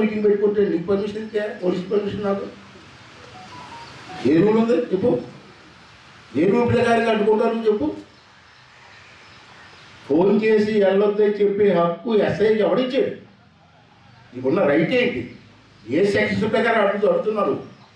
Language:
Telugu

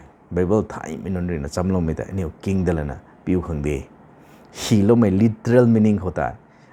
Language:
Rongmei Naga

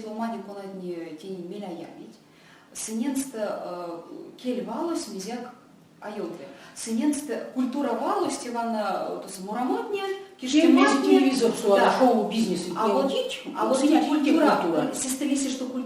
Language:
Erzya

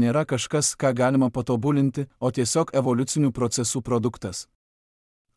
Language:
Lithuanian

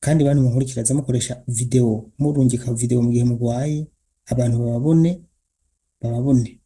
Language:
Rundi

